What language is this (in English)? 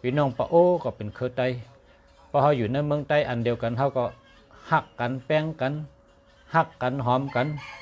Shan